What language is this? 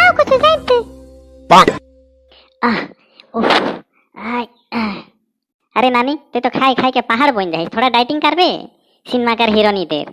Sadri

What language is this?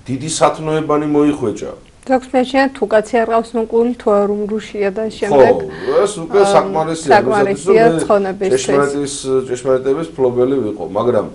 Georgian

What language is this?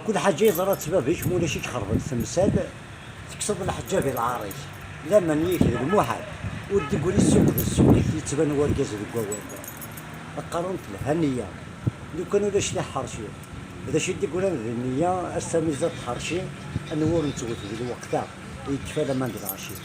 Kabyle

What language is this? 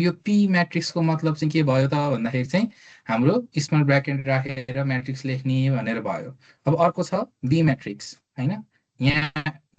Nepali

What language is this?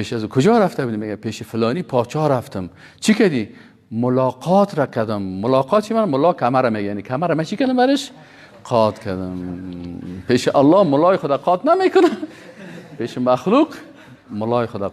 Persian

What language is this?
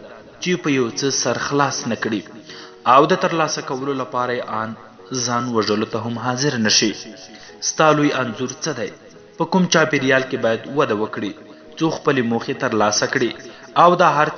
Pashto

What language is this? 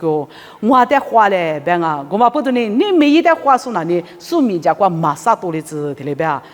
Lisu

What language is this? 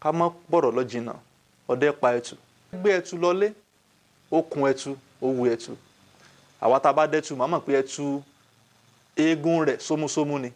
Yoruba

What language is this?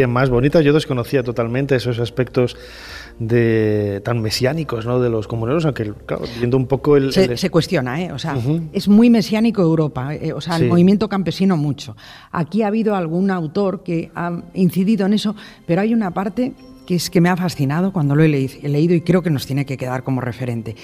Spanish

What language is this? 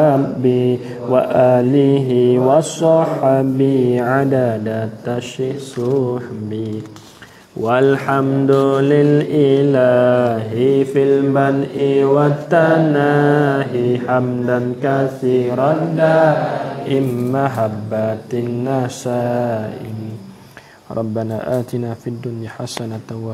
Malay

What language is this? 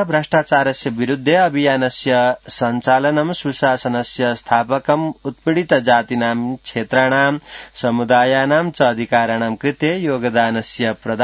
Sanskrit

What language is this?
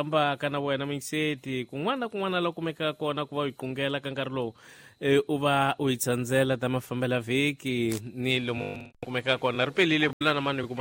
Tsonga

